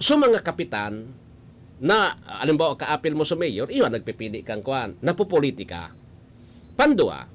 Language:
Bikol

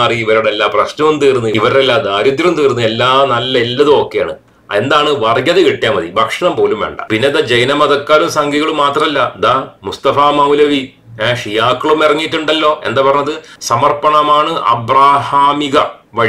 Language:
Malayalam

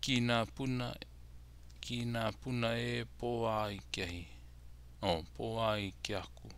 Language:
Hawaiian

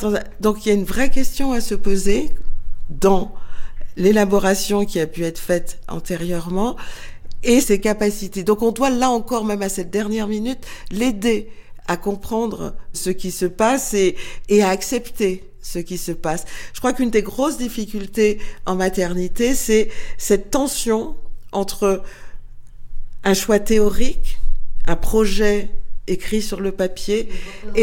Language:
French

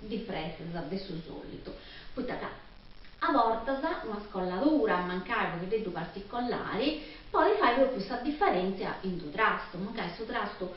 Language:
Sardinian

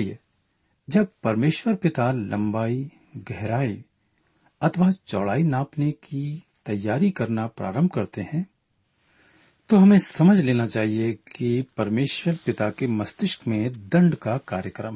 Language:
Hindi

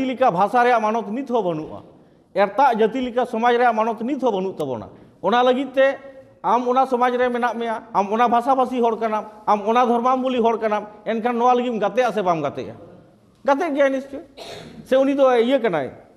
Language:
Santali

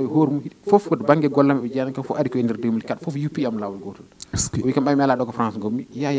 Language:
Fula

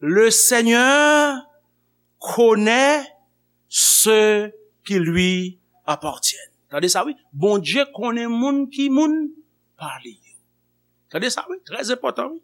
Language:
Haitian Creole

